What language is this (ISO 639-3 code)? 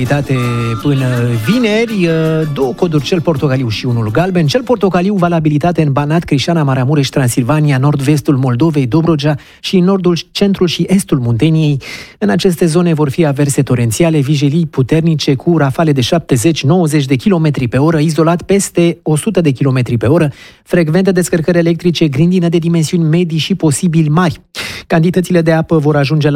ron